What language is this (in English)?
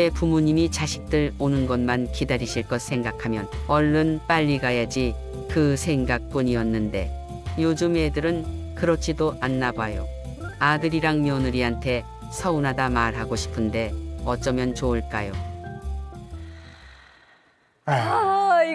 Korean